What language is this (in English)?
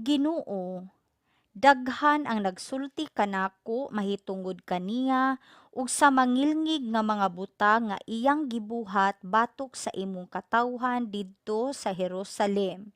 Cebuano